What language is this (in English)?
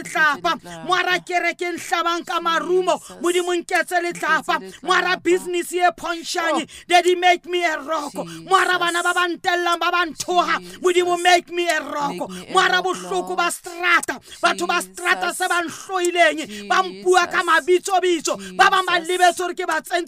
Southern Sotho